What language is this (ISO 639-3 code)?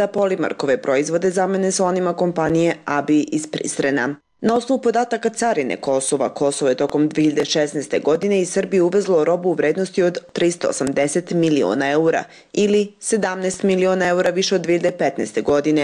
srp